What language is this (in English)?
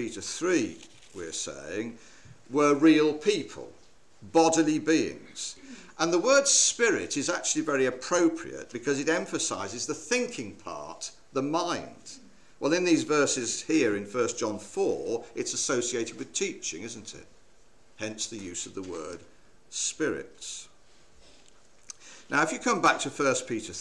English